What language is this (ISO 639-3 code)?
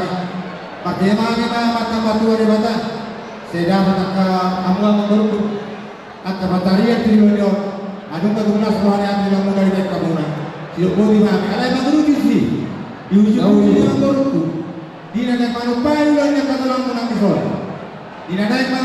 bbc